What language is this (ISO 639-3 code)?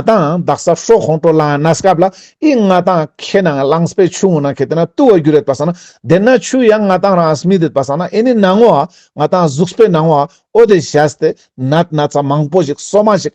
lbj